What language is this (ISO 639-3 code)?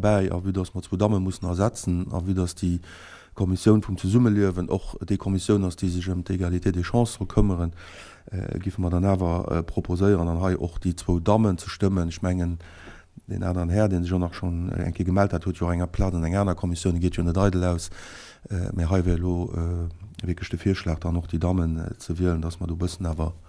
ltz